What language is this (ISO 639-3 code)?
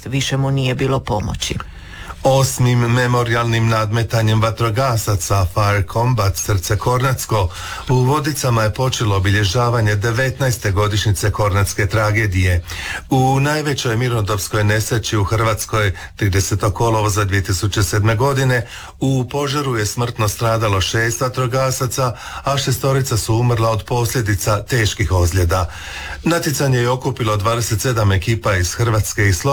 hrv